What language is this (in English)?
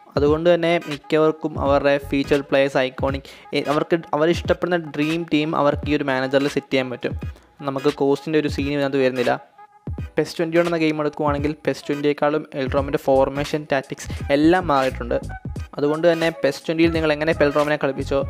Malayalam